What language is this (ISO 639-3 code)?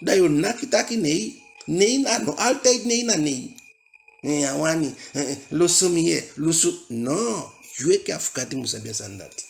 djk